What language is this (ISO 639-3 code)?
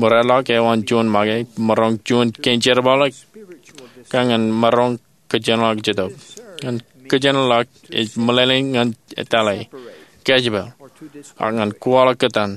mah